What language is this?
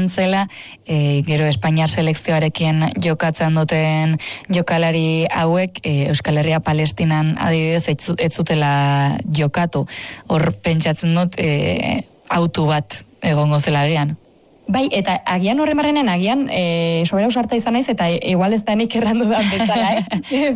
Basque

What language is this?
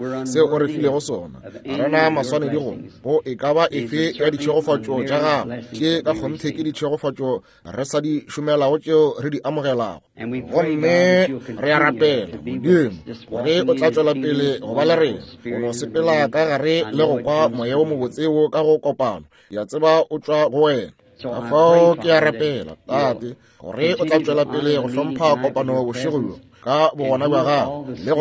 Northern Sotho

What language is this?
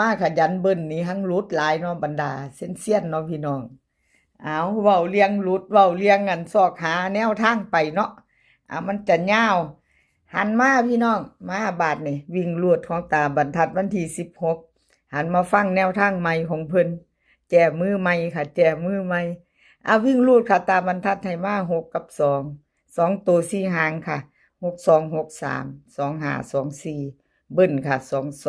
Northeastern Thai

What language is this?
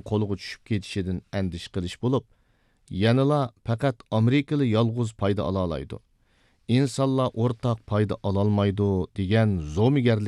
Uyghur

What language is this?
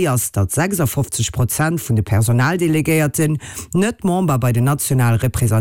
Luxembourgish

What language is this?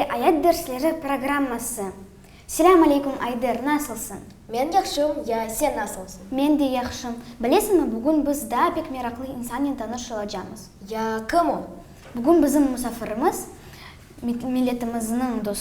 Crimean Tatar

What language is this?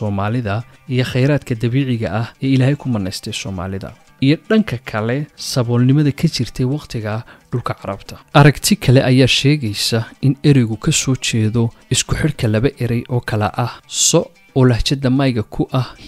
Somali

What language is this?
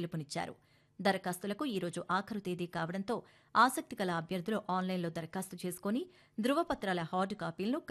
Telugu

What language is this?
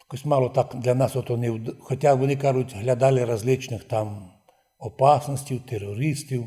Rusyn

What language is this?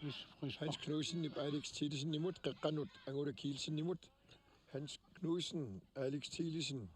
Kalaallisut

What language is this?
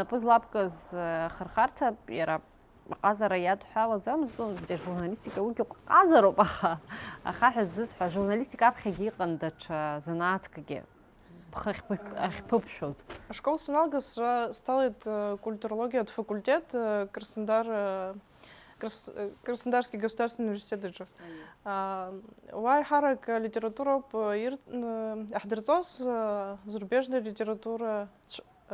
Abkhazian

